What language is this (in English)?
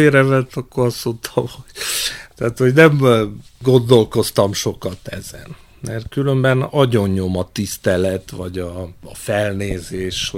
Hungarian